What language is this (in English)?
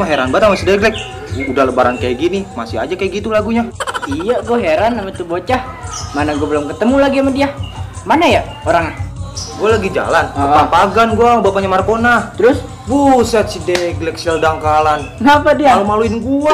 Betawi